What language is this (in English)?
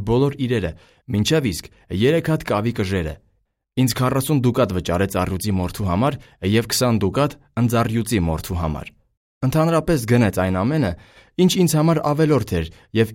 Armenian